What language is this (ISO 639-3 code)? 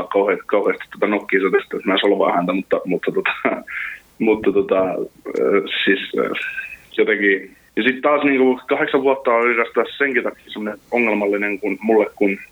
fin